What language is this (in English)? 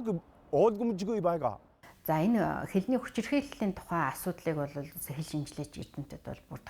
Mongolian